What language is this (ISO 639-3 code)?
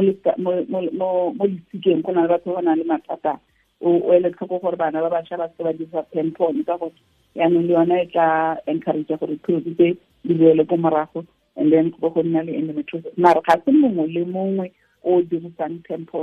tsn